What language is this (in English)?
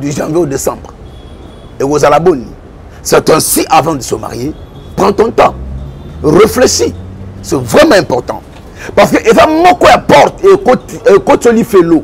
Lingala